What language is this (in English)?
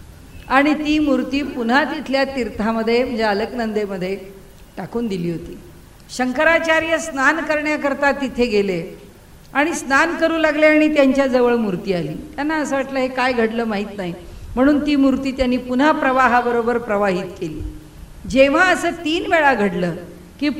Marathi